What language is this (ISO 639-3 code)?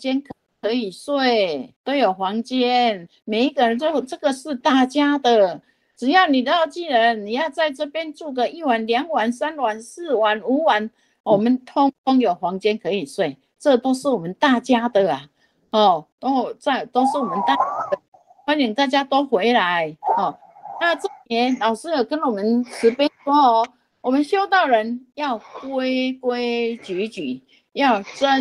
zho